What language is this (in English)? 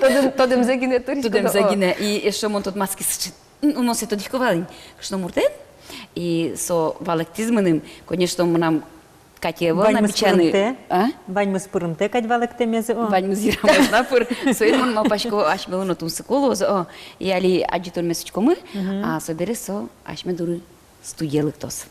Udmurt